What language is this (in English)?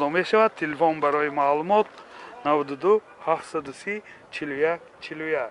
Tajik